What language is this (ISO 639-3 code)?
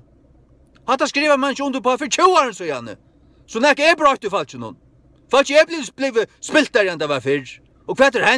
fao